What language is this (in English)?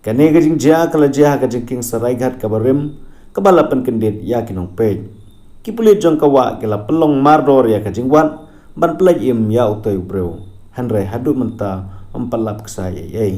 Khasi